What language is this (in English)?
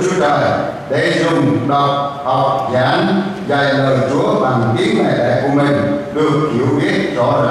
Vietnamese